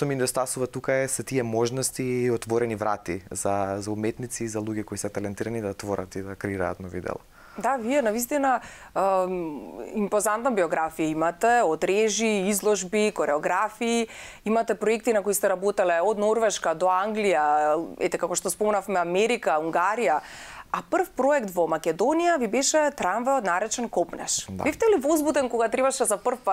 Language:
Macedonian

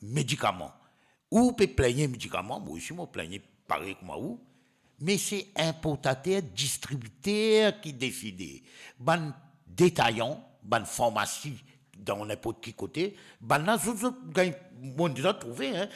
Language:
Morisyen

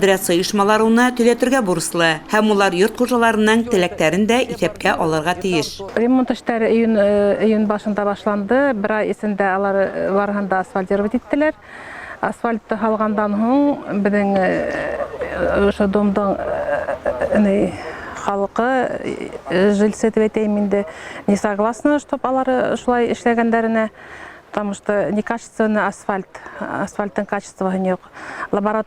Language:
Bashkir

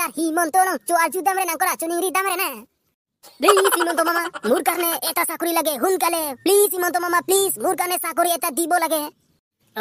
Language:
Karbi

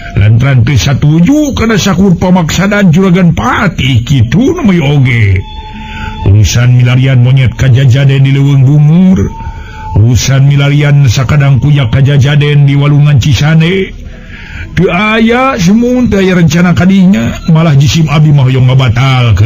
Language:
Sundanese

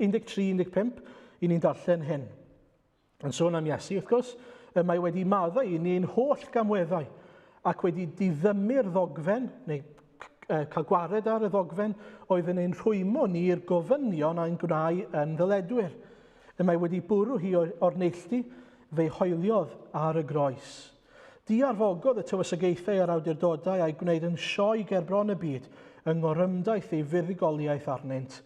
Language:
Welsh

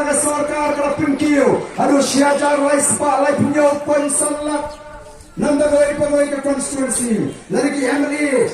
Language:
Khasi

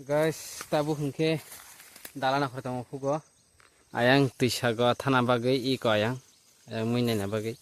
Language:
Kok Borok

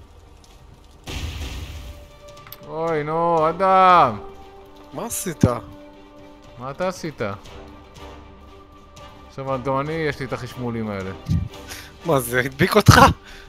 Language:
Hebrew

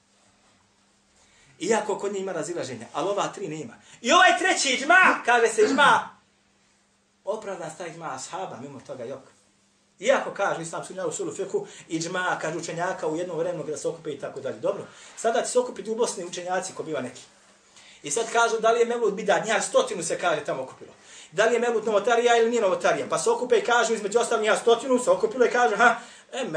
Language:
Bosnian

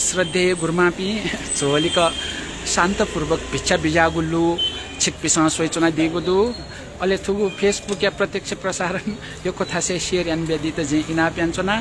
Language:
Newari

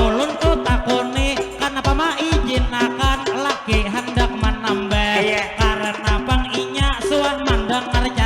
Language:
Banjar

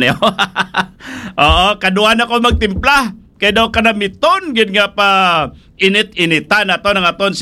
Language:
Hiligaynon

